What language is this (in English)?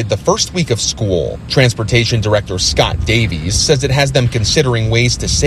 English